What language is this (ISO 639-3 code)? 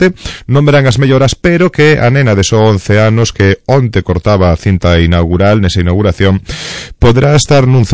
glg